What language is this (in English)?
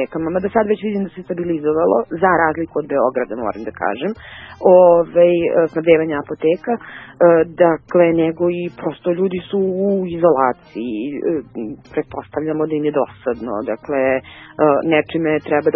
Serbian